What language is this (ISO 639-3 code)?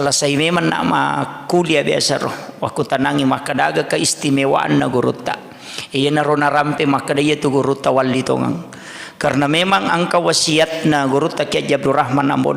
bug